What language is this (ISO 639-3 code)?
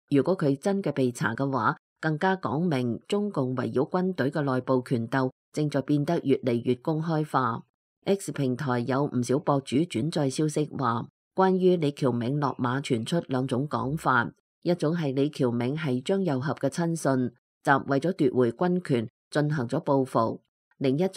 yue